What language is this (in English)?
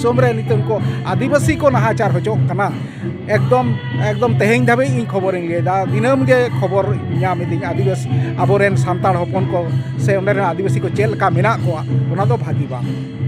Santali